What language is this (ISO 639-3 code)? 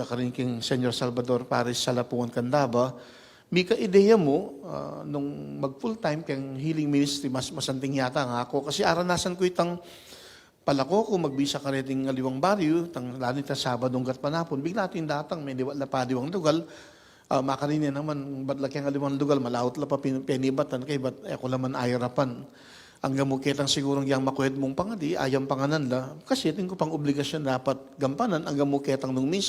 pam